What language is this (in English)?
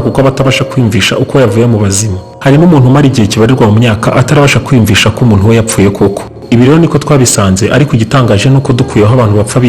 Kinyarwanda